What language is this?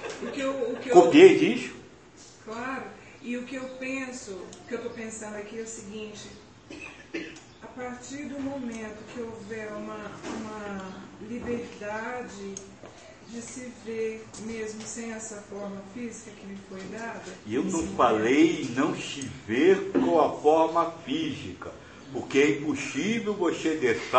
Portuguese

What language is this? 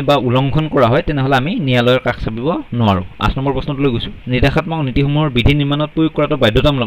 Assamese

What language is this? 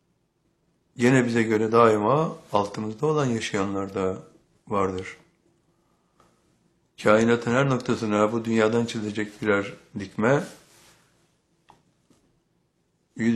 Turkish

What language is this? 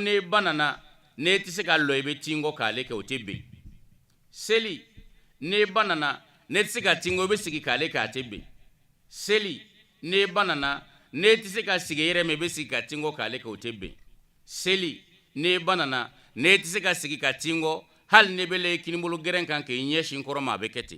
Bambara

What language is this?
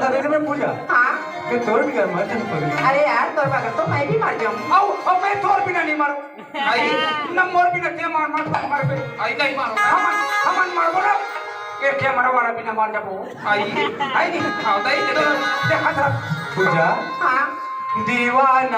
Chhattisgarhi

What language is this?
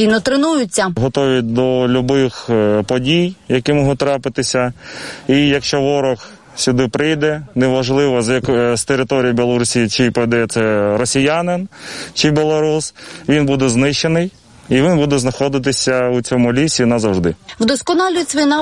Ukrainian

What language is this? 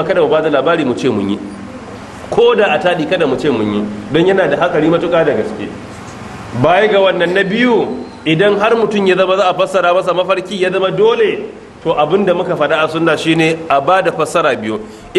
Hausa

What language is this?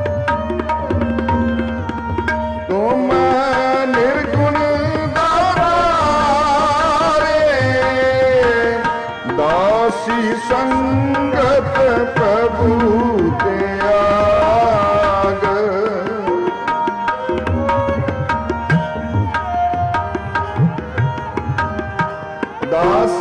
Punjabi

